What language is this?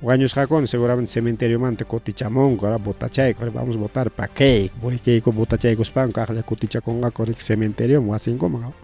Ayacucho Quechua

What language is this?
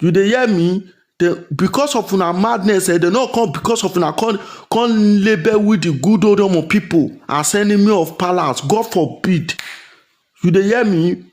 Nigerian Pidgin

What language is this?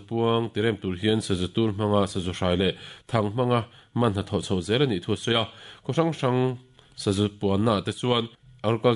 Mizo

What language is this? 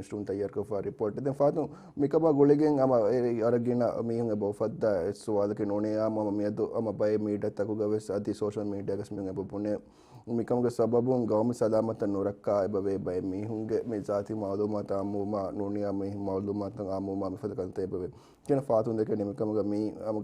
Divehi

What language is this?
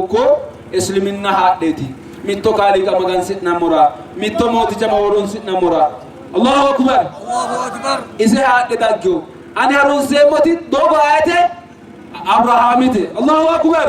Sidamo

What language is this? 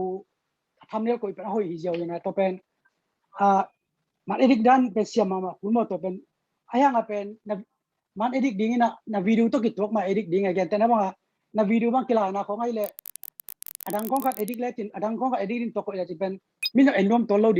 Tedim Chin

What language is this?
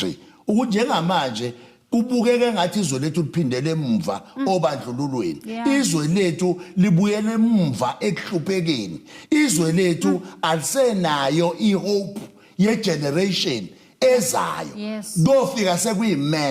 Zulu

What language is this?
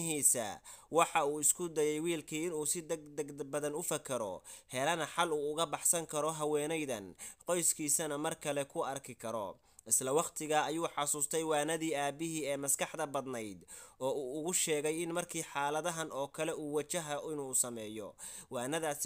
Somali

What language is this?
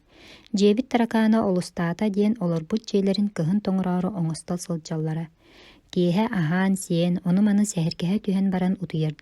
Yakut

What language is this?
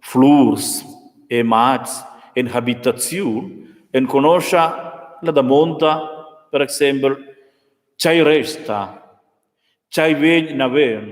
Romansh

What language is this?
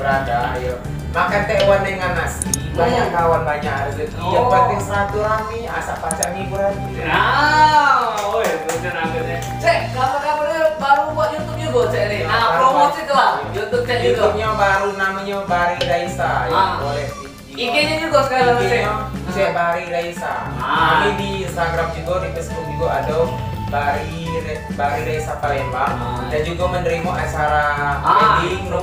Musi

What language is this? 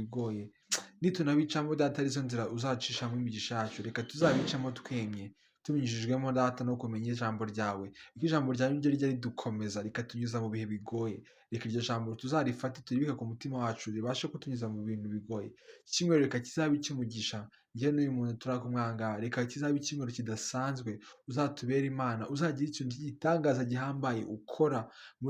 Kinyarwanda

